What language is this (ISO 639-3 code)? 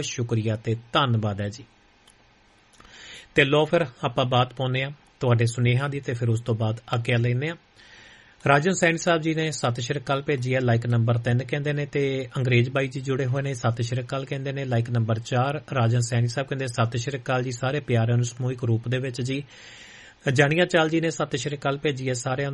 pan